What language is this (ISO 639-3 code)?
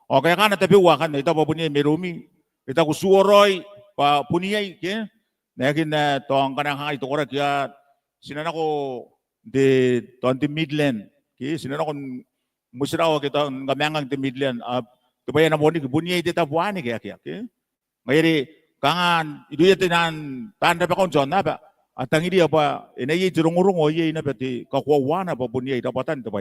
gil